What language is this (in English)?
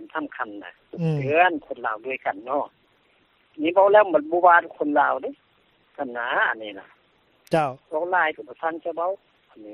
Lao